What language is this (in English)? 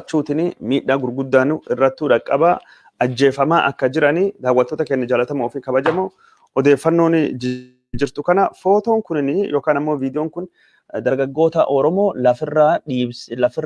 Oromo